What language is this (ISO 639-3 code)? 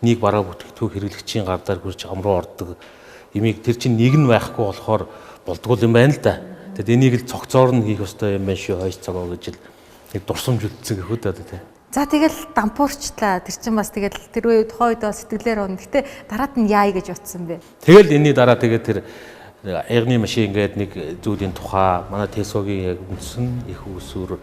mon